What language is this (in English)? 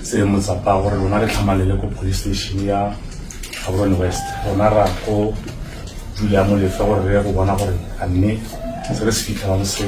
Tswana